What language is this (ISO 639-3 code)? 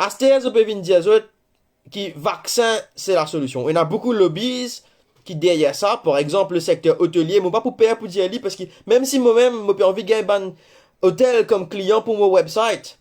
mfe